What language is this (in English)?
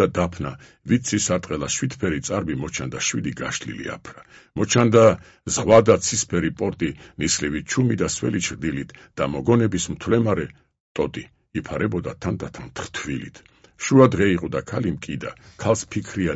Georgian